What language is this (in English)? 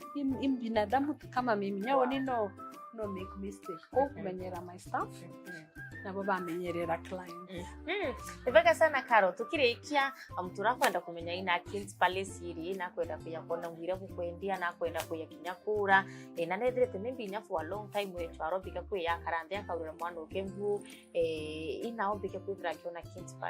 Meru